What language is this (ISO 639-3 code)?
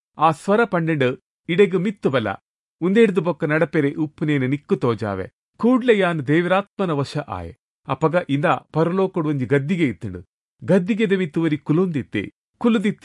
tcy